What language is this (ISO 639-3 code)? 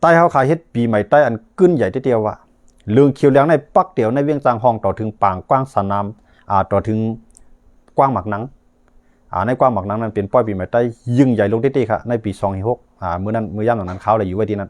shn